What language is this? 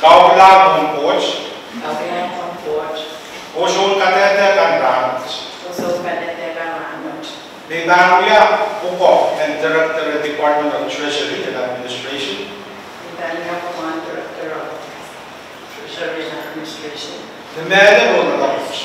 Pohnpeian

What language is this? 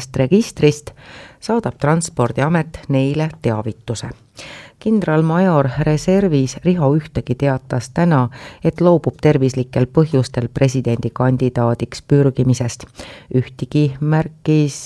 Estonian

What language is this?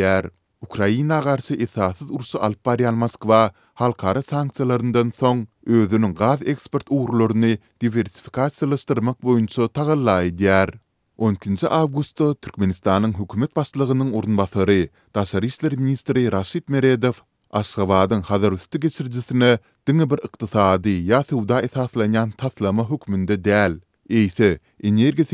Turkmen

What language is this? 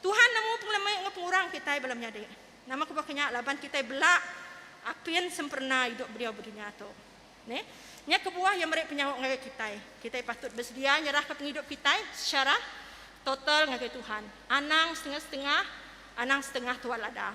Iban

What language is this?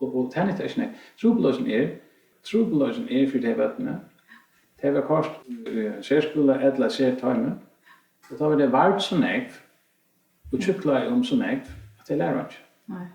Faroese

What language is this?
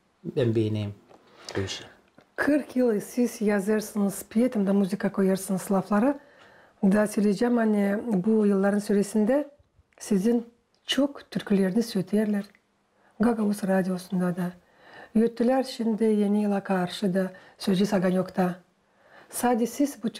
Gagauz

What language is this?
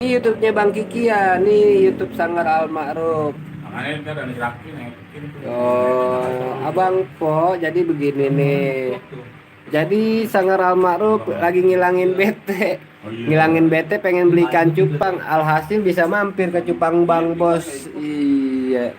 Betawi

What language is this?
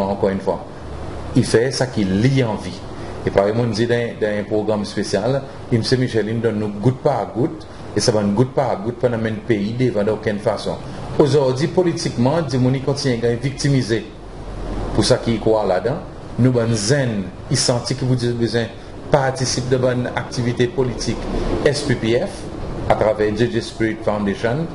Seselwa Creole French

